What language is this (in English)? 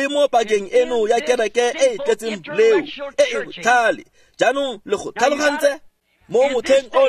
Tswana